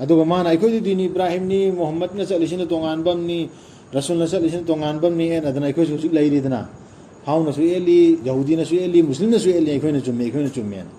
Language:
Manipuri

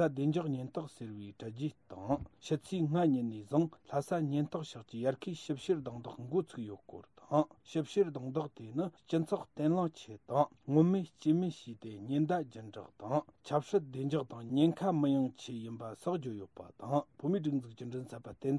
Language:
Tibetan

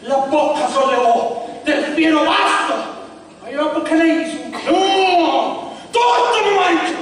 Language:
Sicilian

